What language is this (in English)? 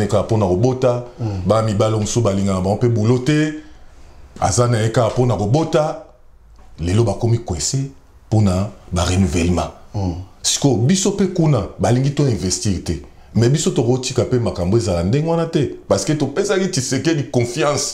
Lingala